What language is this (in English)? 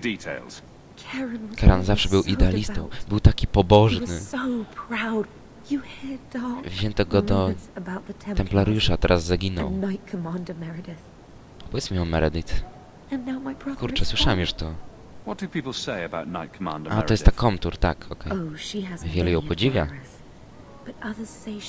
Polish